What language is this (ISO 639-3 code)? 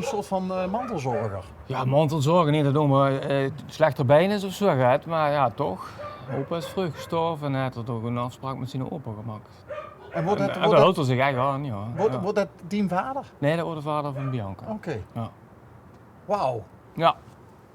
lim